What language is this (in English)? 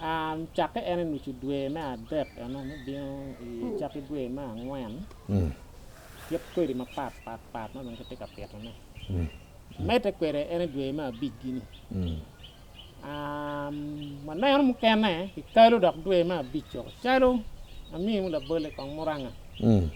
Acoli